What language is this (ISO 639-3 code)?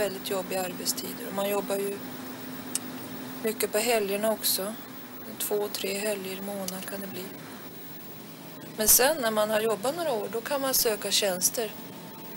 swe